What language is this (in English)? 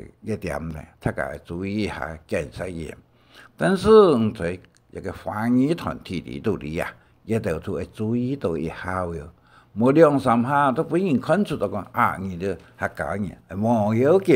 Hakka Chinese